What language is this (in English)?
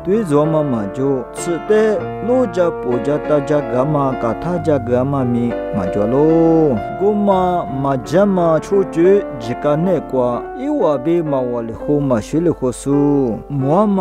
Lisu